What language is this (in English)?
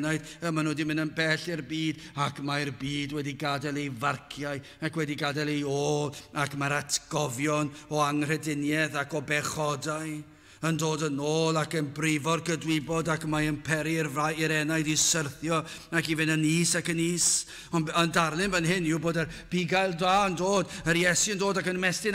Welsh